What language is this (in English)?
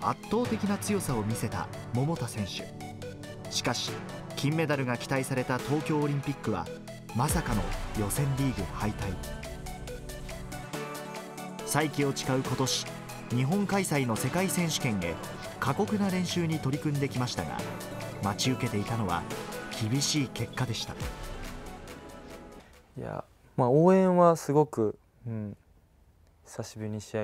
Japanese